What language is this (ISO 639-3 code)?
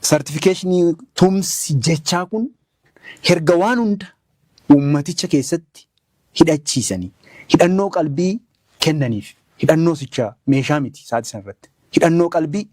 orm